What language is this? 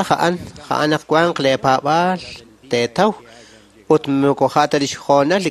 Kekchí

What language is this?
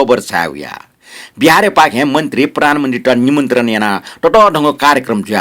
Newari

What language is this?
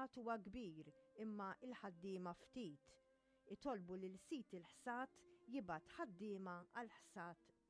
Maltese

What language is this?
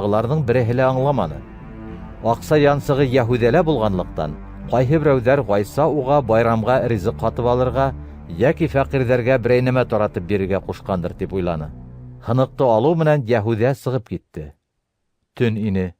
Bashkir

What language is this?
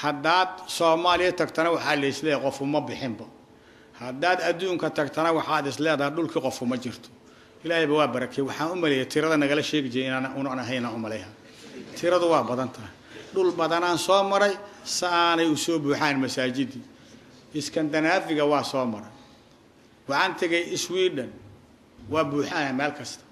Somali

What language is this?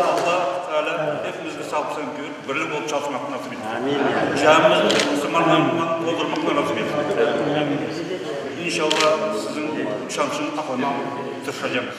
Crimean Tatar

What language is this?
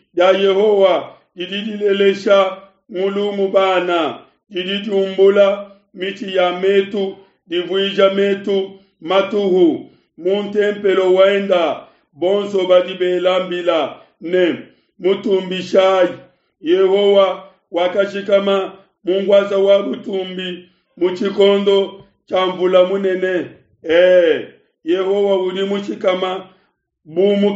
Luba-Lulua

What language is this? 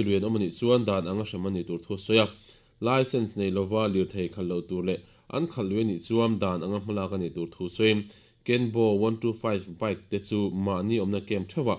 Mizo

